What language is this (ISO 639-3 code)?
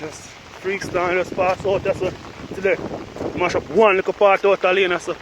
jam